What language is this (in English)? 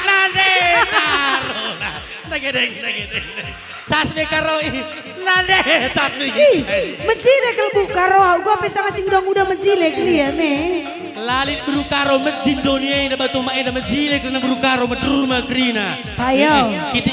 Batak Karo